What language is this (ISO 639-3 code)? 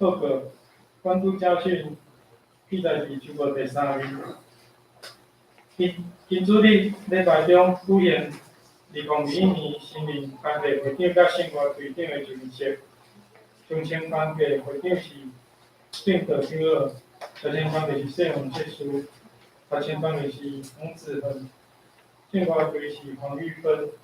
nan